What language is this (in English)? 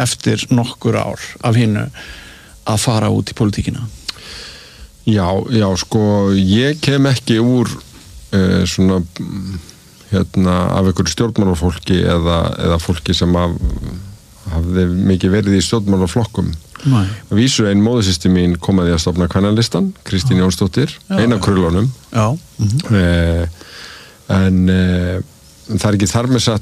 Icelandic